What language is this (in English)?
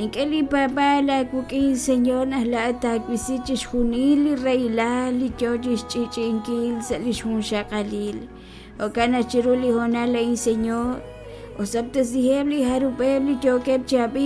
Kekchí